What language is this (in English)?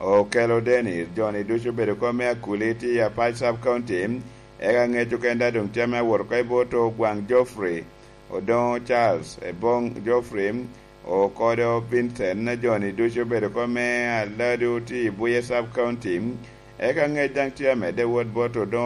Lango (Uganda)